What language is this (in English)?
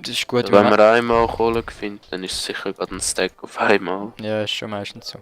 Swiss German